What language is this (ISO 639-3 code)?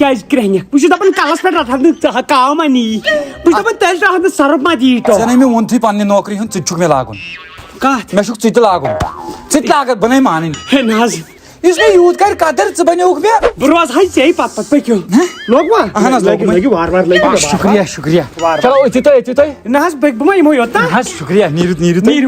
kas